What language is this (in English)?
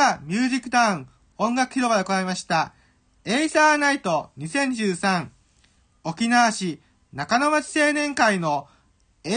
Japanese